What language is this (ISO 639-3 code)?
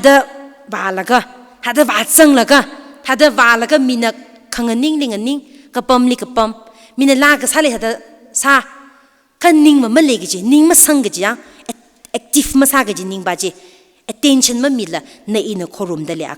nmf